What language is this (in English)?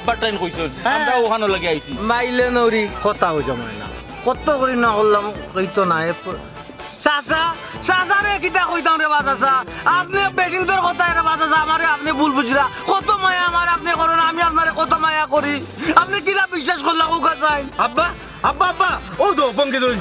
Sylheti